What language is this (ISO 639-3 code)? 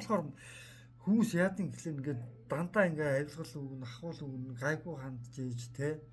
mon